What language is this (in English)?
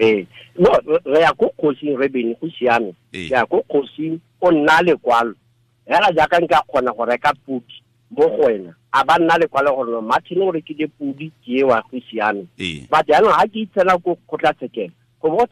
Tswana